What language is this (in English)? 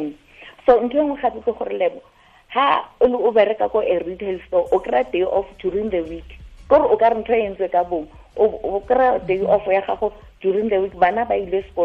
Tswana